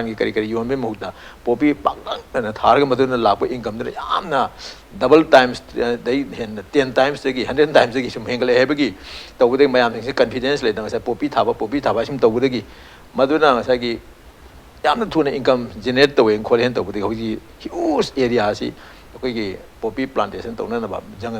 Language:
Manipuri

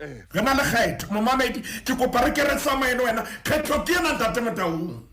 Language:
Southern Sotho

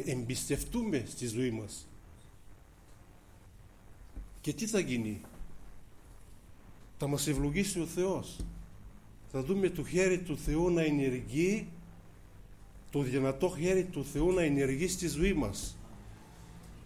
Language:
Greek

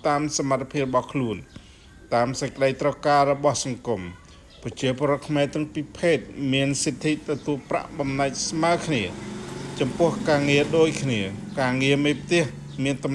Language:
Khmer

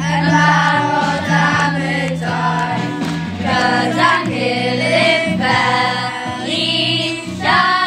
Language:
Welsh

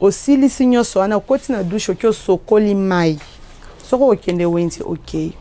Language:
Lingala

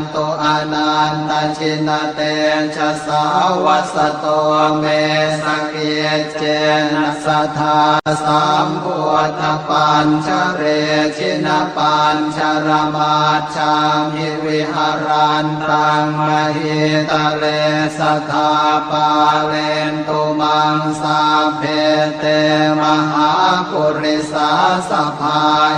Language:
Pali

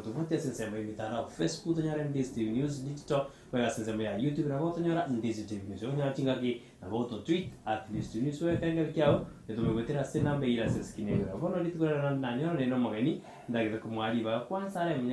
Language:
Gusii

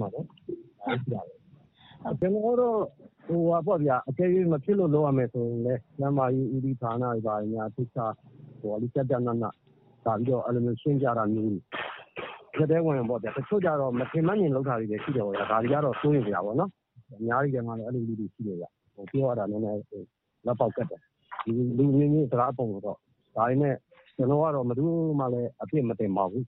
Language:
Burmese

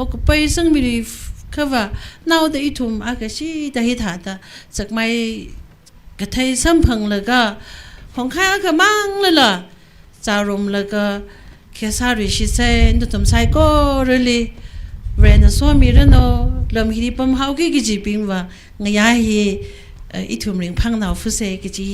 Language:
Tangkhul Naga (India)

